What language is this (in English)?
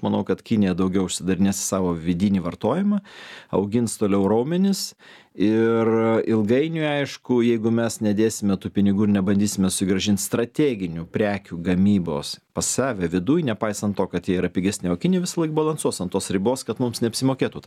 Lithuanian